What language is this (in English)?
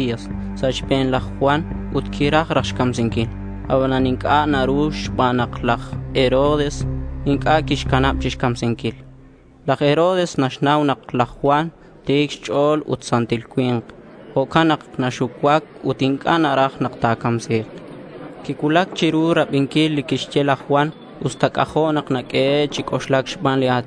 Kekchí